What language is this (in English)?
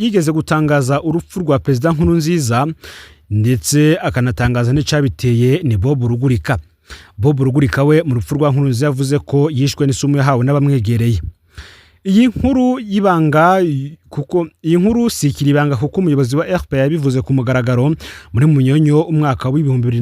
Rundi